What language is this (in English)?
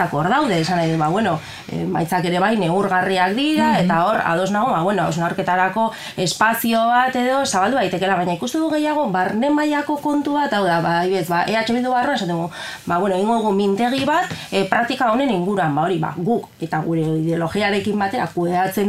Basque